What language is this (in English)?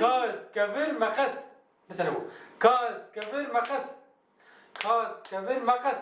Kurdish